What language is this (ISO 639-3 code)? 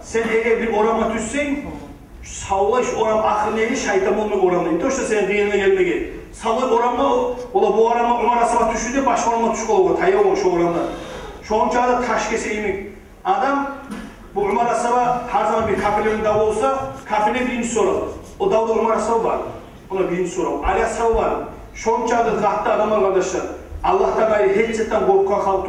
kum